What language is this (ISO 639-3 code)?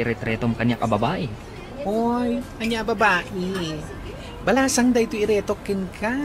ilo